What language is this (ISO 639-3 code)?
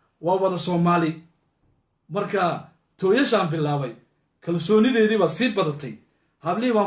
som